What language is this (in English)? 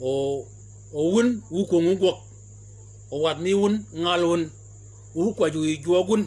Shilluk